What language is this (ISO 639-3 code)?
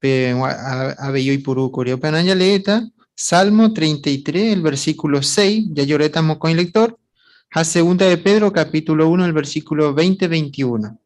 grn